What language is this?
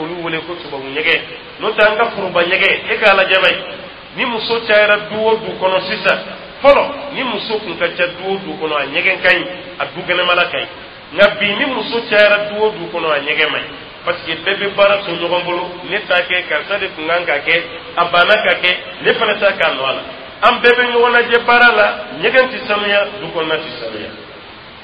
Dyula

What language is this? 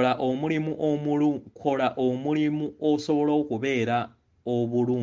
Ganda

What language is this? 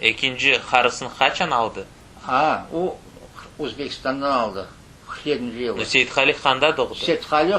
Crimean Tatar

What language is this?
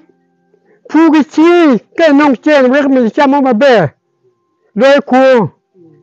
Acoli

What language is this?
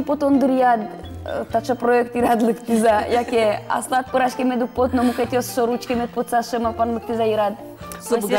Udmurt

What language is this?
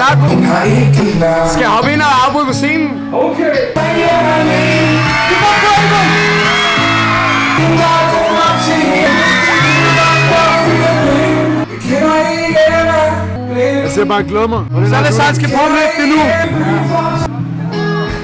Danish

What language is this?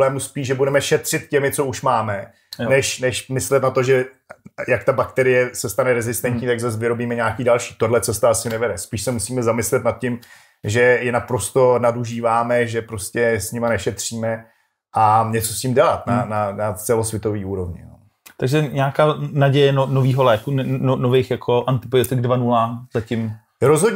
Czech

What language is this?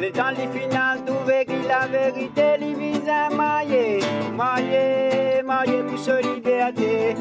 Morisyen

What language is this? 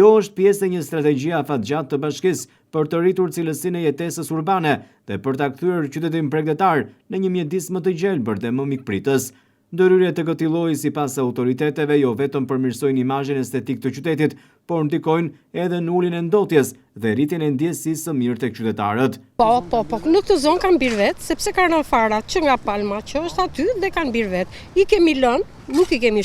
Albanian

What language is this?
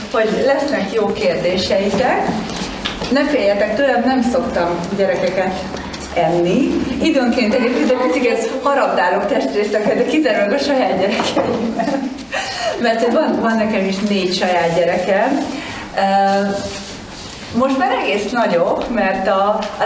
Hungarian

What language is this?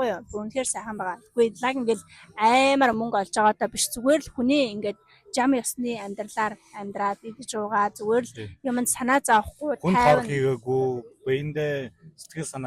Mongolian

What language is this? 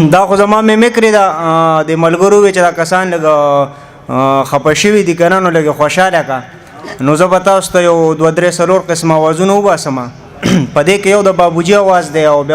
Pashto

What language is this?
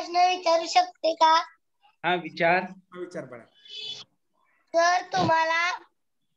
Marathi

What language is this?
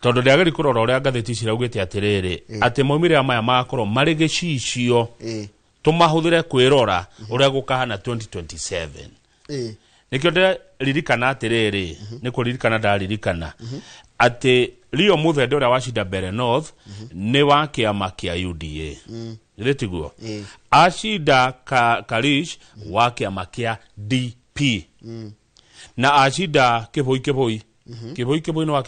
Kikuyu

